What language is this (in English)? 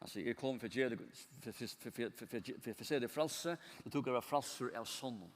Faroese